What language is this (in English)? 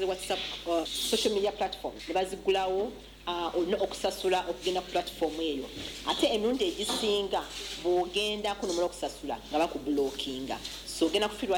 Ganda